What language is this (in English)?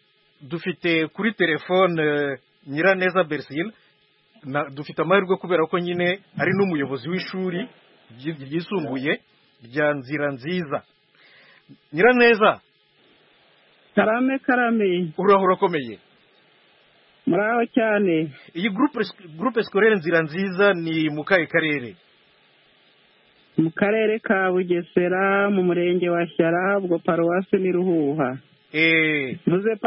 Kinyarwanda